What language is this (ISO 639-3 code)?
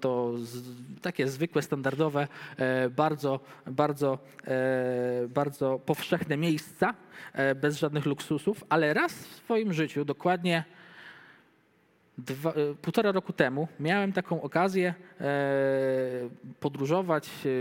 pol